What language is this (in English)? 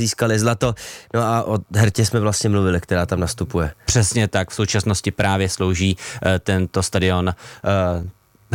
Czech